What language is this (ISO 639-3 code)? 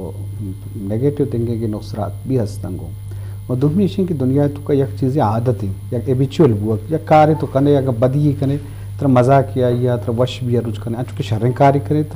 bgp